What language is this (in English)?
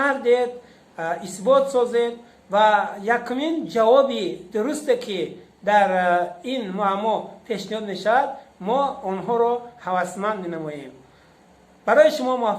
Tajik